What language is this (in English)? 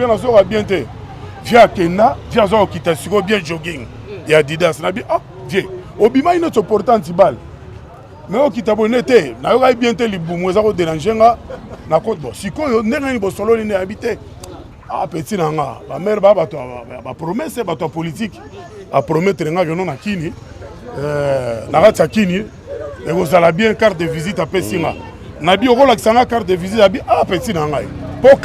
Lingala